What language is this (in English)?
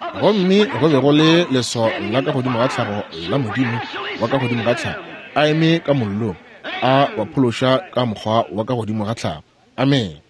Northern Sotho